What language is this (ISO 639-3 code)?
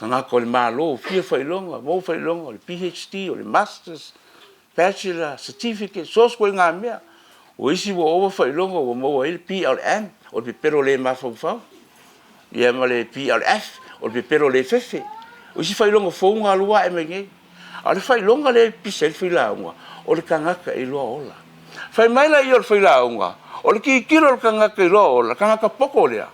smo